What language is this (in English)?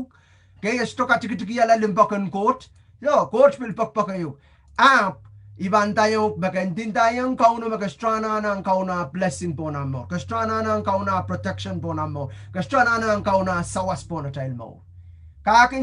Pohnpeian